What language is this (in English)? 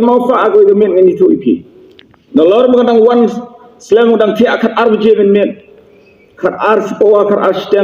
Khasi